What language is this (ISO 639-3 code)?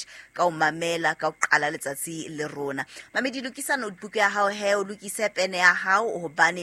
sot